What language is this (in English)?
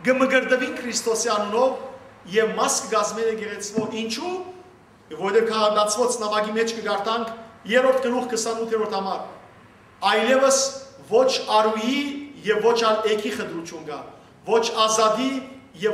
Western Armenian